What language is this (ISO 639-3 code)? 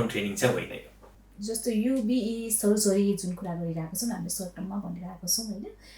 nep